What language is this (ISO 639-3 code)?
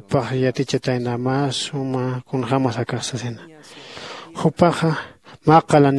aym